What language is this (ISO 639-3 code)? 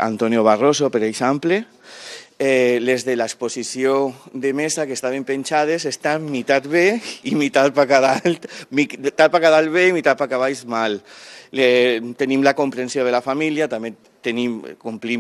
cat